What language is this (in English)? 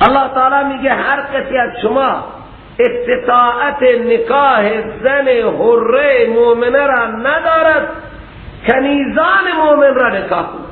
Persian